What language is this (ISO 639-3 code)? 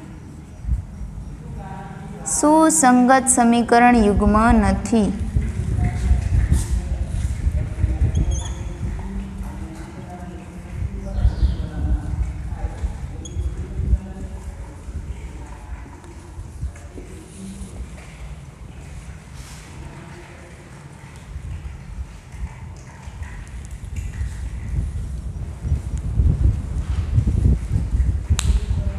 guj